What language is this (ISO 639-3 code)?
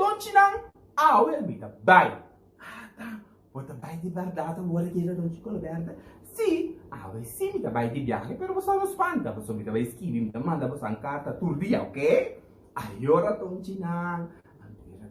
pap